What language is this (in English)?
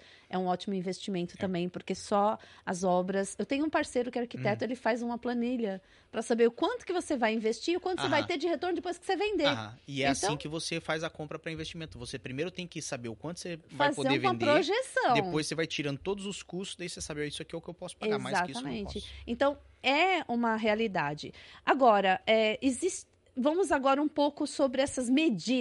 Portuguese